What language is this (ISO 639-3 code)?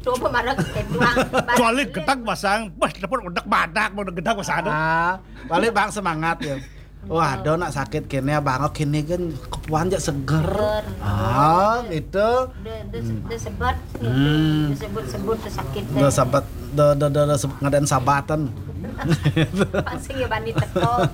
ban